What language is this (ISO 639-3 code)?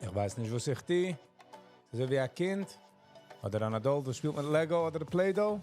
yid